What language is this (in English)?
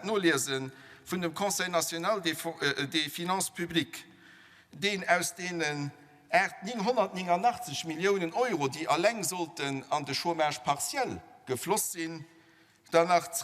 Luxembourgish